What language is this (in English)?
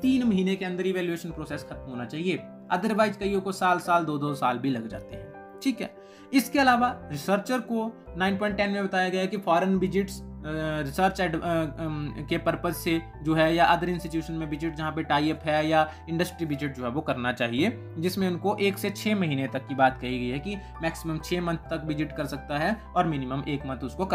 Hindi